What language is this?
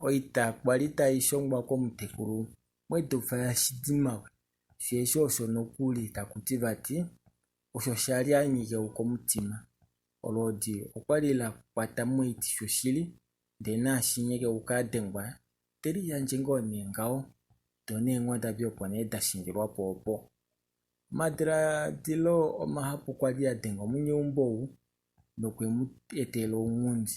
Kuanyama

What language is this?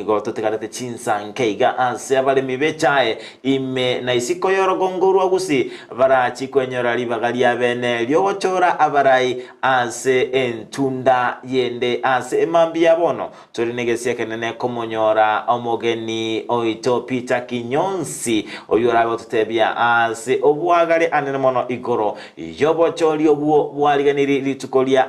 Gusii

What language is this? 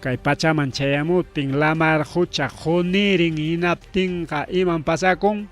Ayacucho Quechua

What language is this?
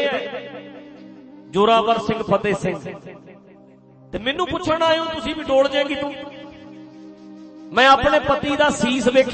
Punjabi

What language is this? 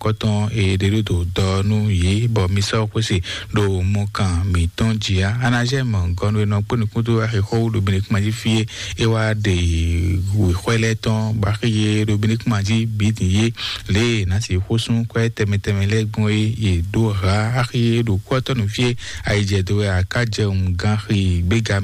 Fon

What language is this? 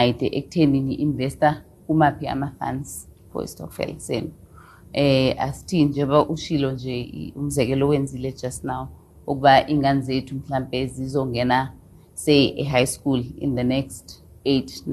Xhosa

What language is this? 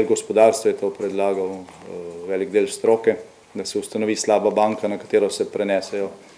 Slovenian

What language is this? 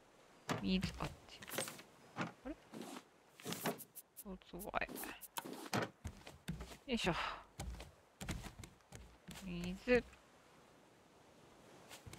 Japanese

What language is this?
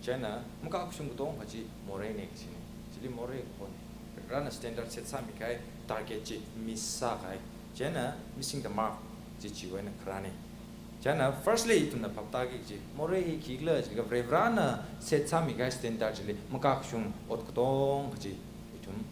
Tangkhul Naga (India)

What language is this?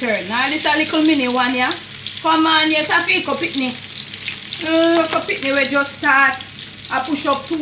Jamaican Creole English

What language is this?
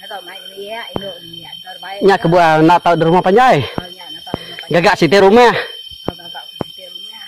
Iban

